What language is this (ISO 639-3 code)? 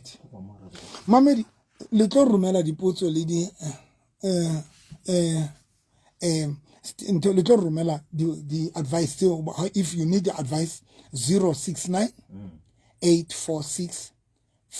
sot